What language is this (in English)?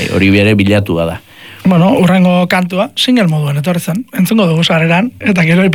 Basque